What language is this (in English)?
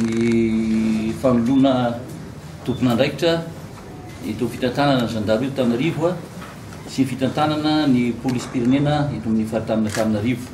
Malagasy